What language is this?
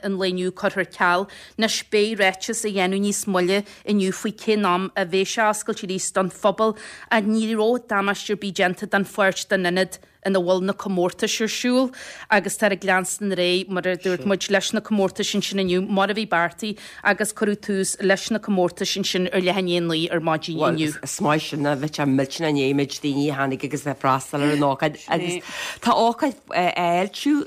Irish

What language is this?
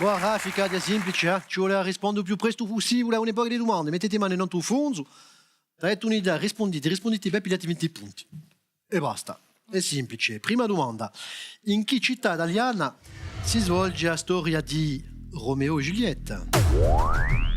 Corsican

